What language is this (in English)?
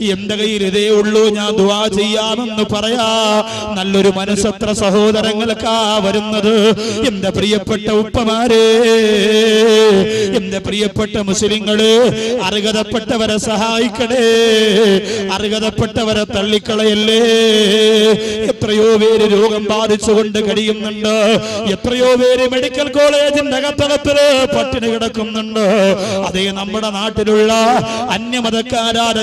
Malayalam